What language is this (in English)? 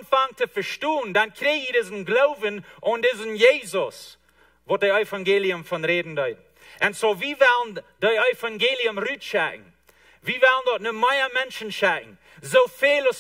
Plautdietsch